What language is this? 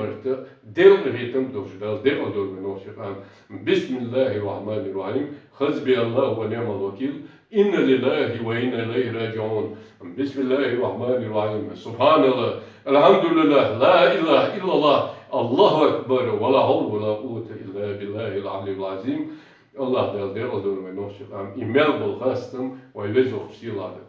Chechen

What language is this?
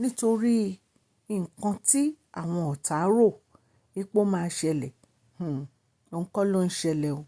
Yoruba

